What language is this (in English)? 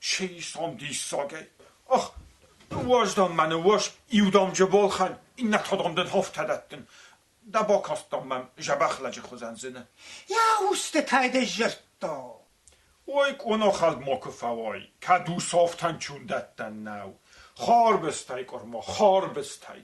Ossetic